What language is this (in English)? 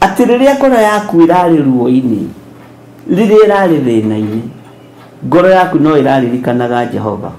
Kikuyu